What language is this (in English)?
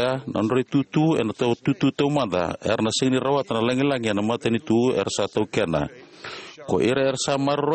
Fijian